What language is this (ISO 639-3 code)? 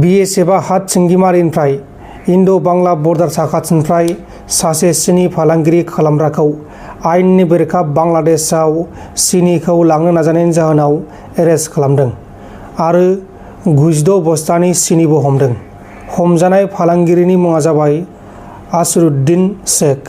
brx